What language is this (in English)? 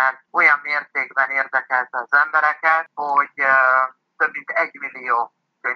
Hungarian